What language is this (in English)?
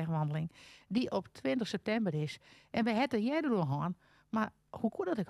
Western Frisian